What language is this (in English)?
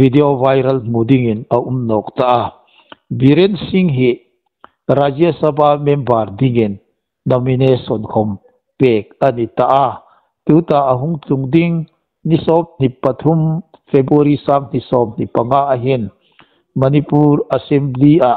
Hmar